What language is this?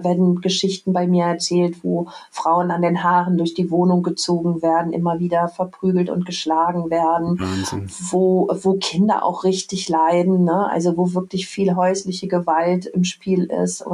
German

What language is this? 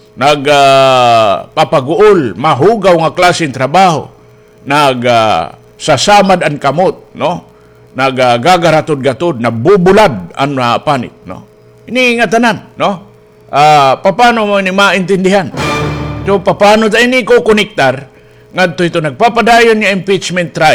Waray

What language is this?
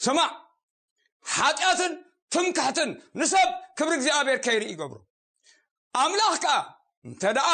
Tigrinya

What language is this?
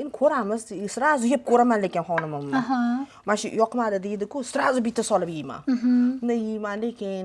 Uzbek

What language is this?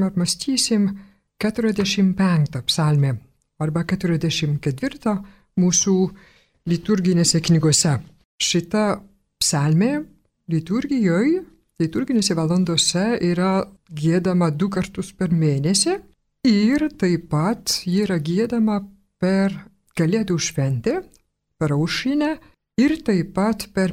Lithuanian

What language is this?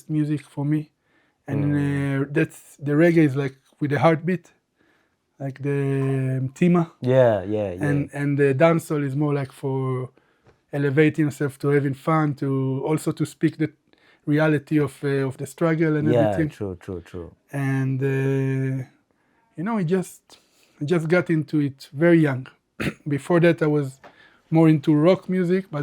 English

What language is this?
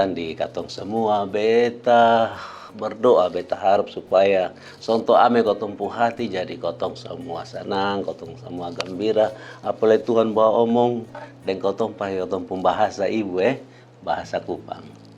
Kupang Malay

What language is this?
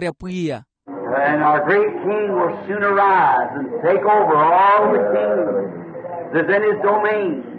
Makhuwa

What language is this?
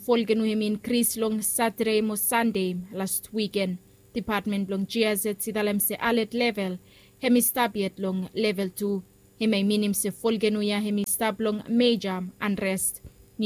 Bislama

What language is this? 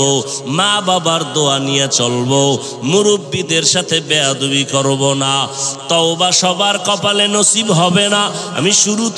Bangla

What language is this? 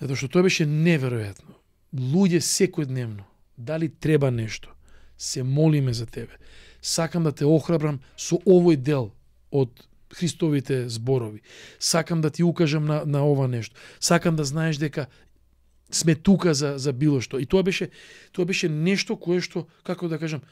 Macedonian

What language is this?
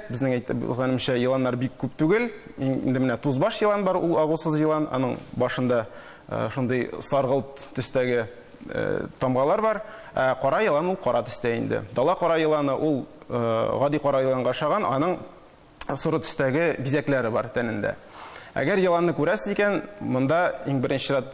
Tatar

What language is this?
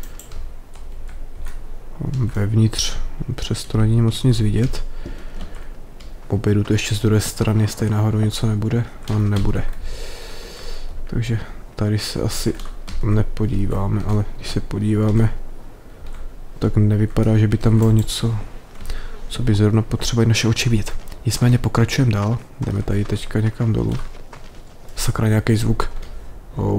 Czech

